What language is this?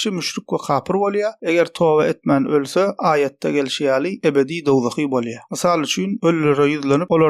Turkmen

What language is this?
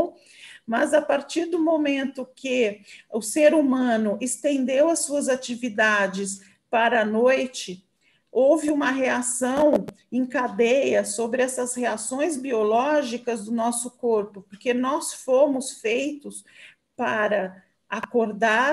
Portuguese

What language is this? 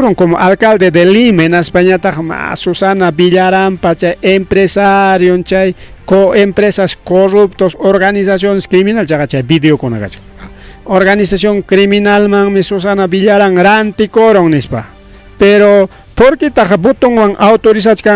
Ayacucho Quechua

